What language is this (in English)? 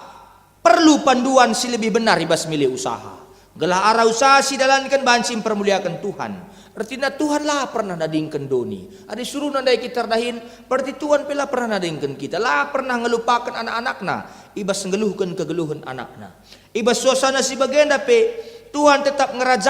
Batak Karo